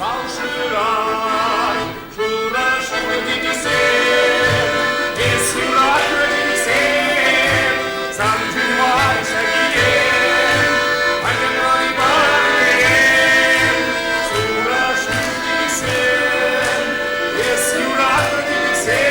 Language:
Chuvash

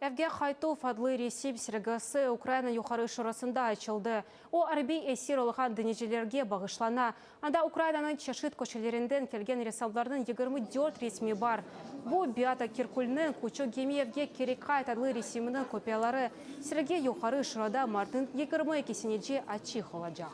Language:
Crimean Tatar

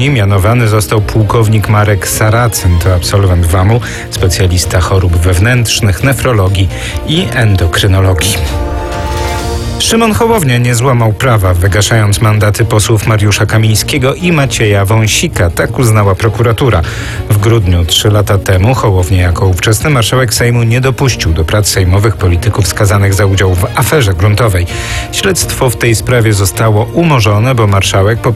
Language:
Polish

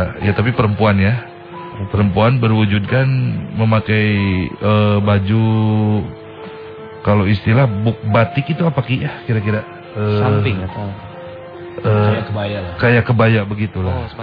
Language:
Indonesian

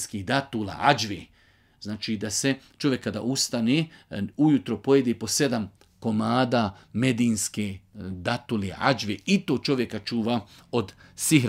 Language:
Bosnian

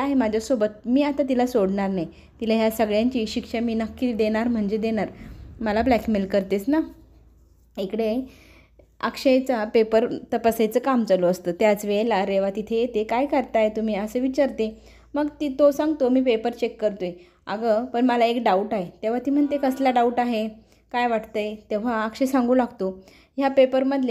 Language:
Marathi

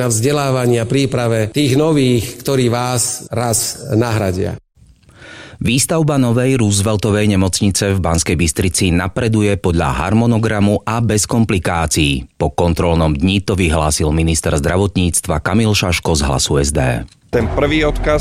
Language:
Slovak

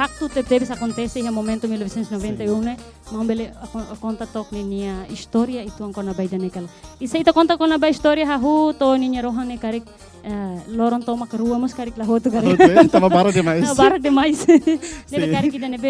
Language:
Tetum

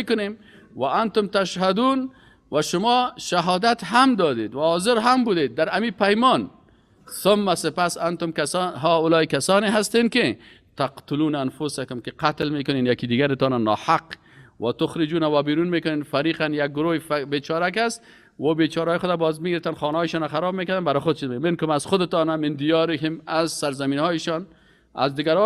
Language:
Persian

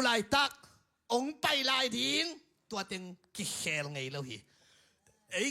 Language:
Tedim Chin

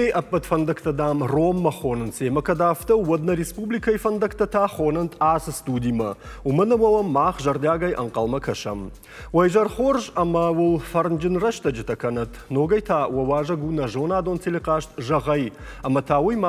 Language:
Ossetic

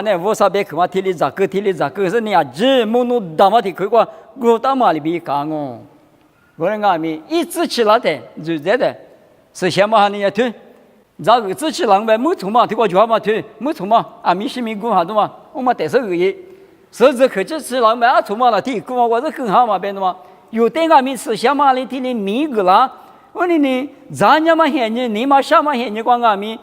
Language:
Lisu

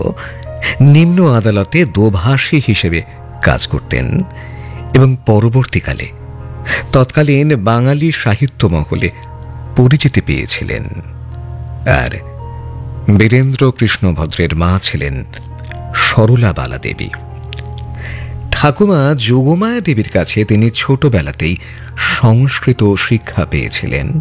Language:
Bangla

